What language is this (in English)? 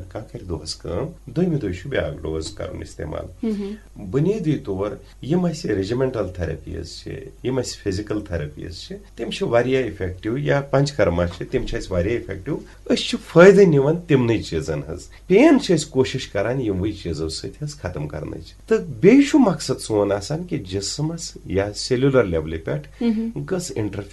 Kashmiri